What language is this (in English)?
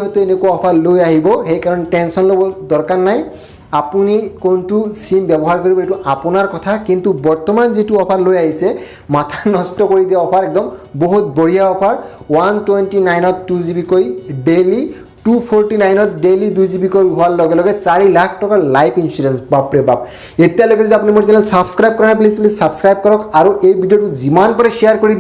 Assamese